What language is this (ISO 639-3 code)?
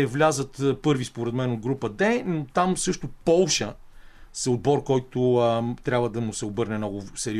bul